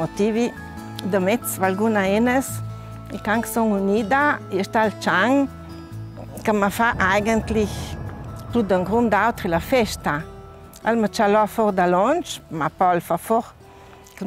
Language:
Ladin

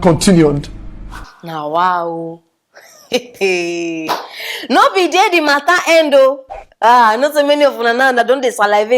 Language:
Nigerian Pidgin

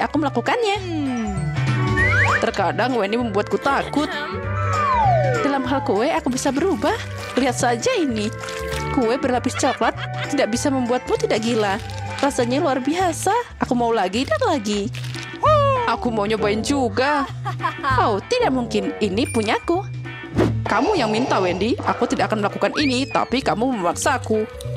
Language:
Indonesian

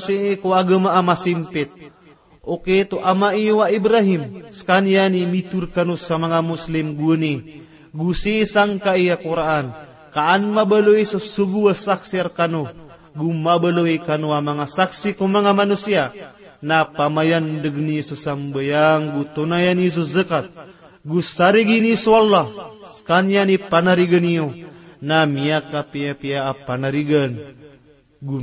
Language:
Maranao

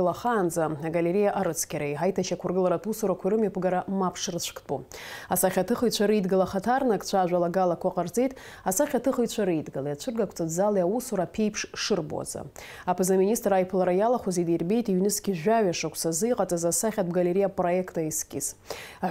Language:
Abkhazian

